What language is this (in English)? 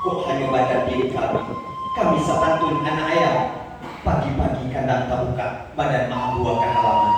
Minangkabau